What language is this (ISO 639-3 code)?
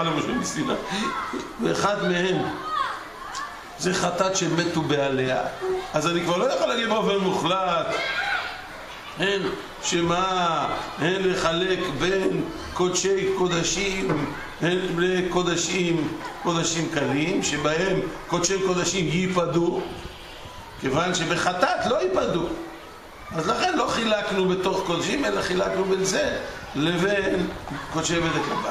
heb